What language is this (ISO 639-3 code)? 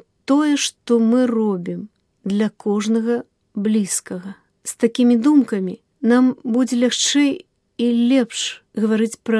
bel